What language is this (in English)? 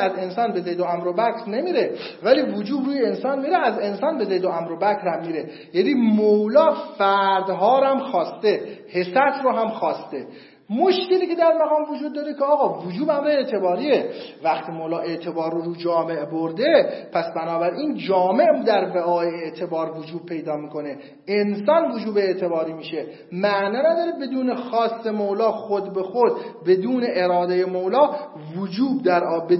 Persian